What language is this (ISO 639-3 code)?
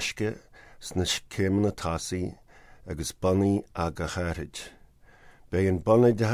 gle